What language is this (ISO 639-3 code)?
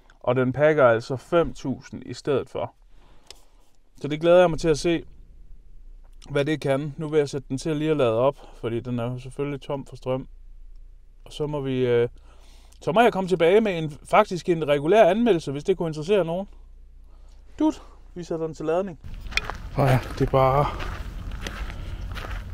dan